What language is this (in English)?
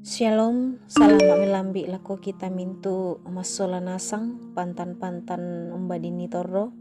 Toraja-Sa'dan